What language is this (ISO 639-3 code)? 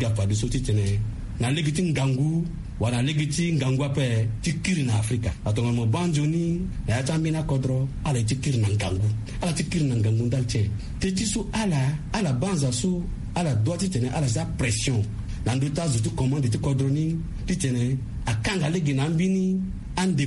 sag